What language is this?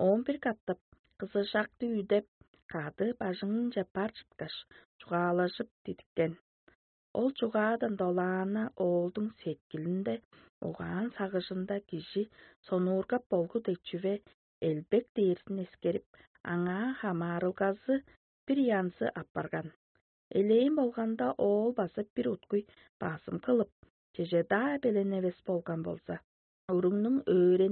Tuvinian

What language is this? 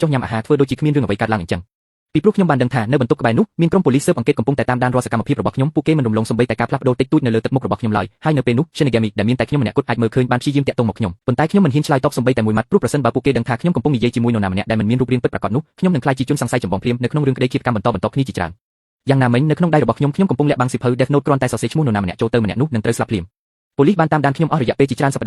Khmer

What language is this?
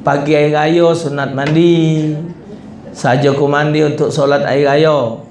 Musi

